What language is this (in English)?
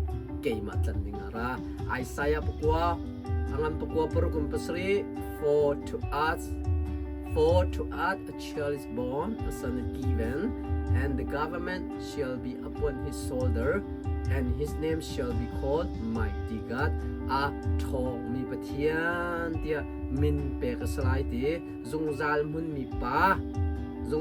Hakha Chin